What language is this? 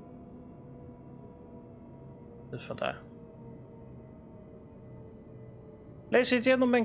Dutch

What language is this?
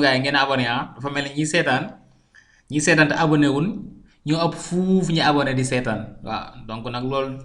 Wolof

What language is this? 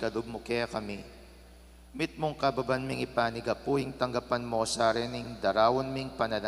Pampanga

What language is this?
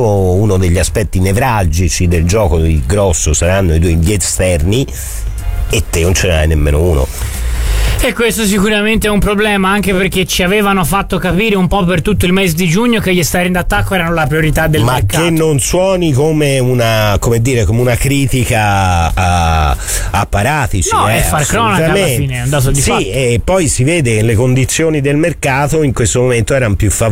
Italian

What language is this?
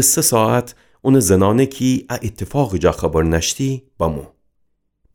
Gilaki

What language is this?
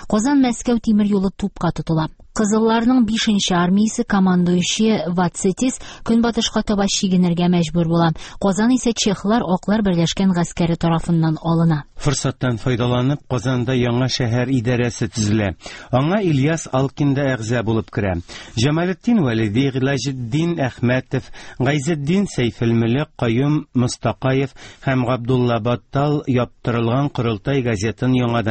Tatar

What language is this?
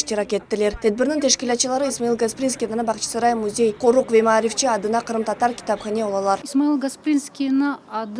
Crimean Tatar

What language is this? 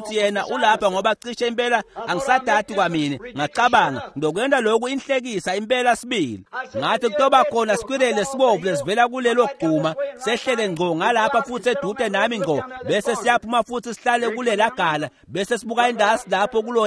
Swati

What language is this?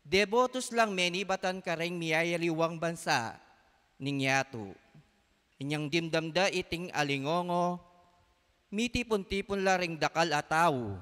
Pampanga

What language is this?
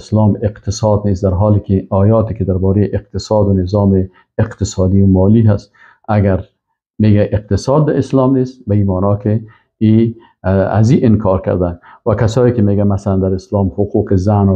Persian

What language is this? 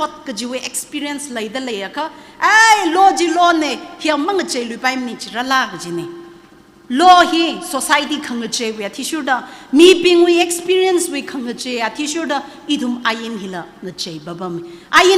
Tangkhul Naga (India)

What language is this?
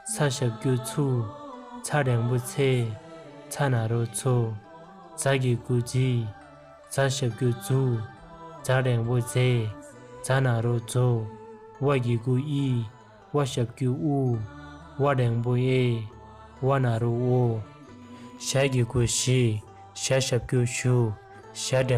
Tibetan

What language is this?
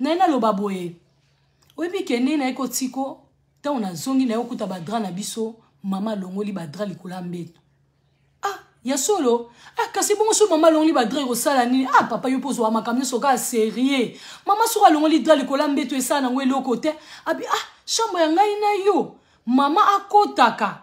Lingala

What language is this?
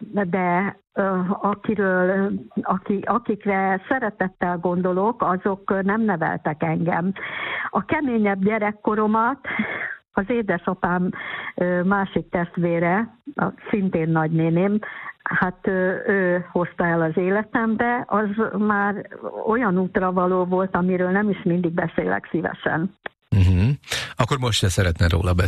Hungarian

